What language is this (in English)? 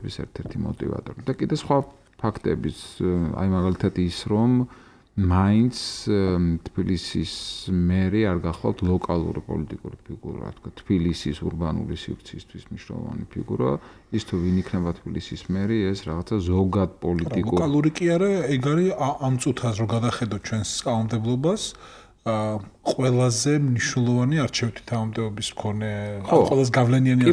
Georgian